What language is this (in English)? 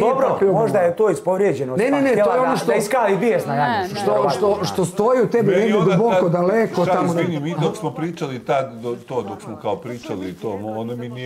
Serbian